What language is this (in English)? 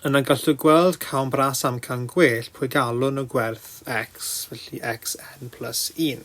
Welsh